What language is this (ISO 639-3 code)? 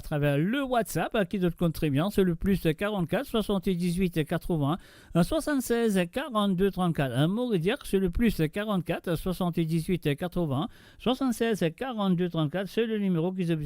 mfe